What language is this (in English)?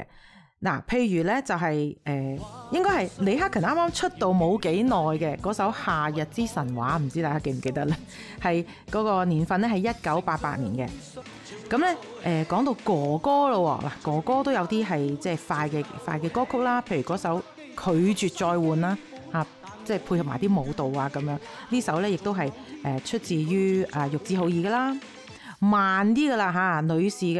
Cantonese